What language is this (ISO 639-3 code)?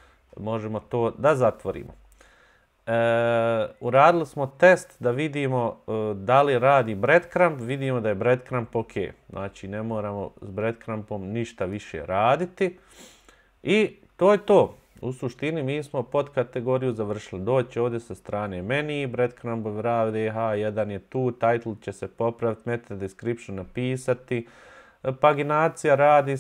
bos